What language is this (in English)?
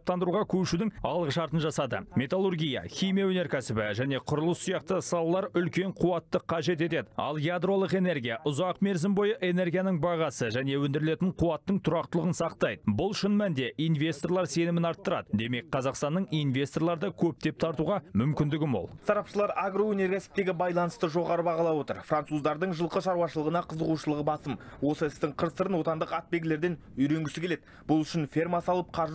Kazakh